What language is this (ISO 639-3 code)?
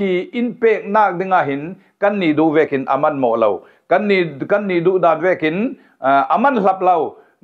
cfm